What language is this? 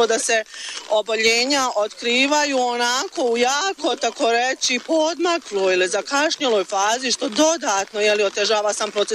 Bosnian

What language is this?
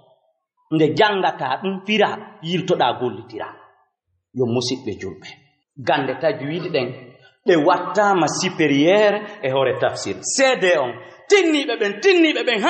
Fula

